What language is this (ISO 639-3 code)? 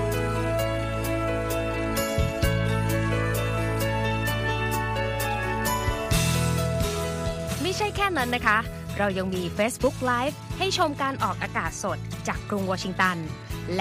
tha